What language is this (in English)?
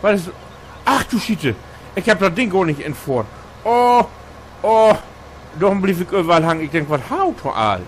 Low German